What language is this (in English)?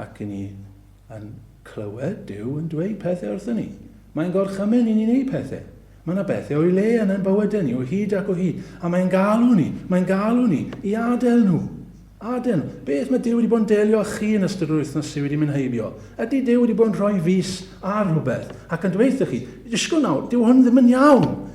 Welsh